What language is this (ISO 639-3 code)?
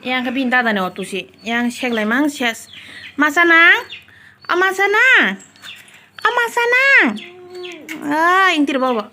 trp